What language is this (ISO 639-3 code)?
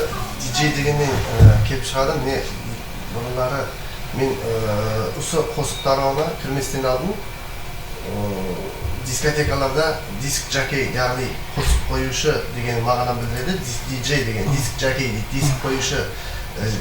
kaa